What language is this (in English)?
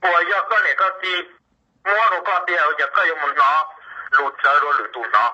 Hmong